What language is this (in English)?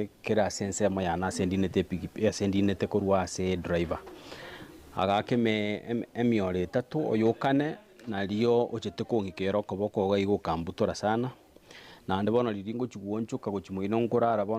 Gusii